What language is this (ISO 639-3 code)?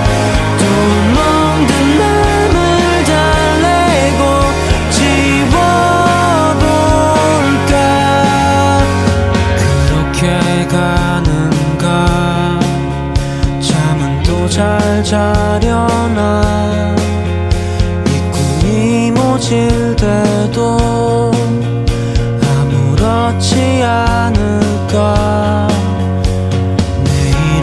kor